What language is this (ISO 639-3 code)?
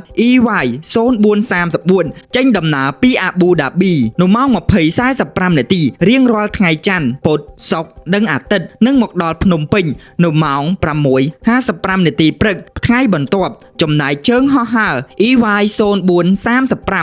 khm